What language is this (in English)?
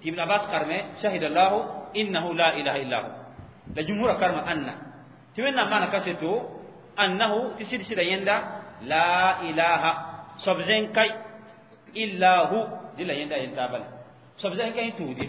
Mossi